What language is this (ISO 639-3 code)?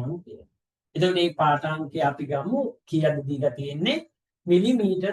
sin